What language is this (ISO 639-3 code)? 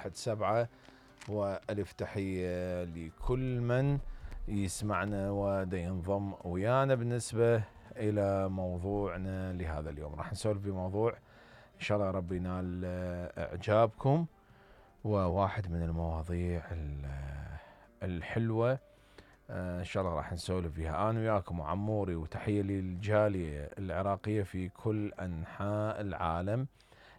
acm